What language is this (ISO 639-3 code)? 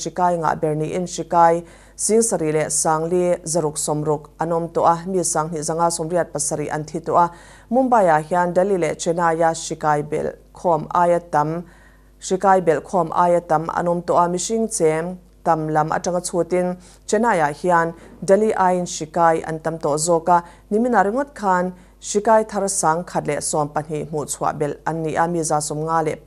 mlt